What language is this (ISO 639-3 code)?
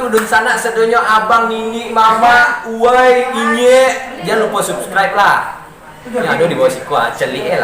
min